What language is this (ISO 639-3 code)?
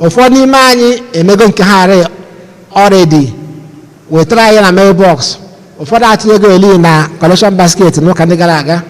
ibo